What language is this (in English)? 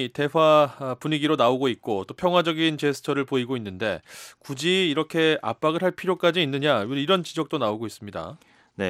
Korean